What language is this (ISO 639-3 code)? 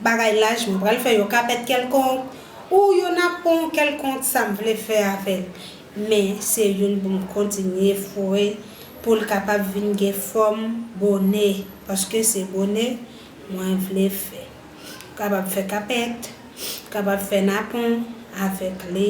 hat